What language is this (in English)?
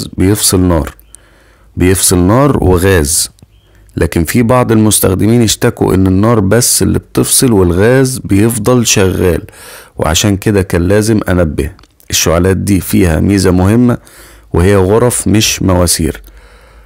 Egyptian Arabic